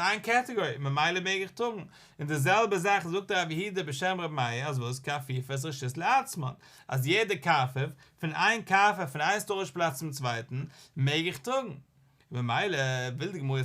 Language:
Yiddish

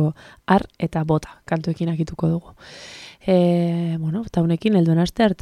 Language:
Basque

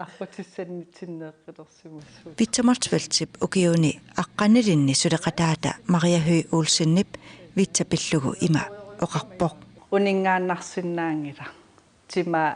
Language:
Kalaallisut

